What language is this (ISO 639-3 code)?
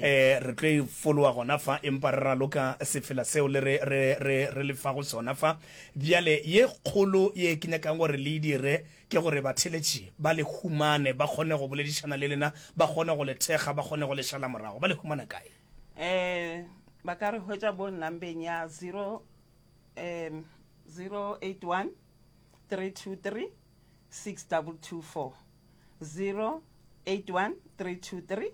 nso